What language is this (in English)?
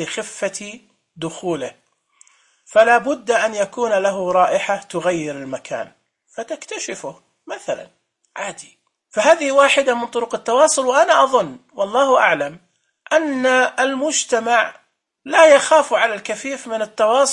Najdi Arabic